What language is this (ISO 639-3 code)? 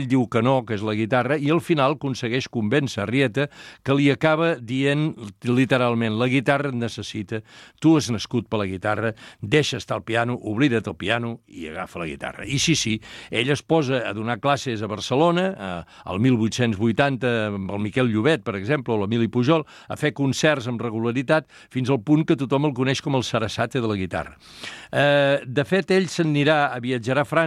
cat